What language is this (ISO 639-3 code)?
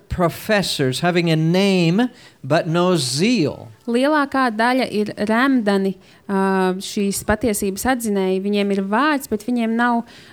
lav